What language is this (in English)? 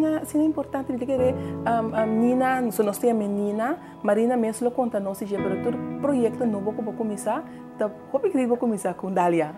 Papiamento